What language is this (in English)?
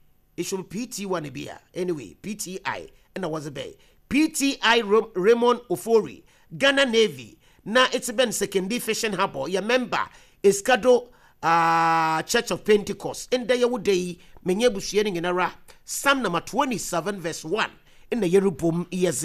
Akan